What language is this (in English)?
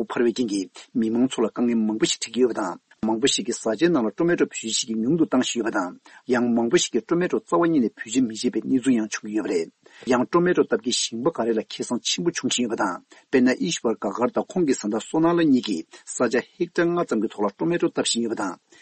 Tibetan